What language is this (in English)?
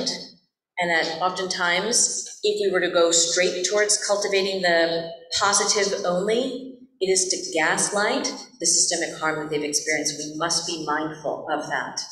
English